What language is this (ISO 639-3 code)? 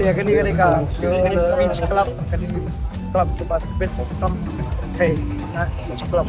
kha